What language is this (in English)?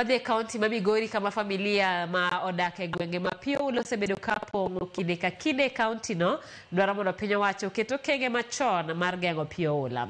Luo (Kenya and Tanzania)